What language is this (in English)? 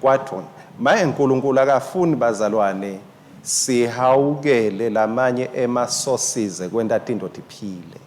Swati